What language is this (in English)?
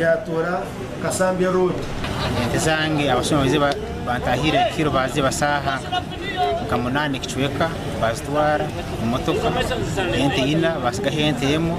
Nyankole